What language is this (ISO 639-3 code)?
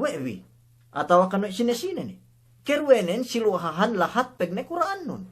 yka